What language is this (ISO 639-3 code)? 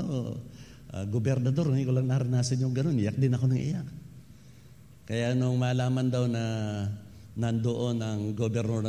fil